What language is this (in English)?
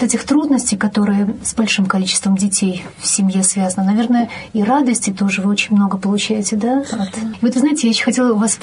Russian